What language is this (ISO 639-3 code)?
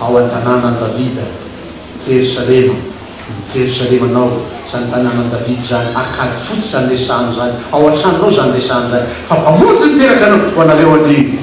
mlg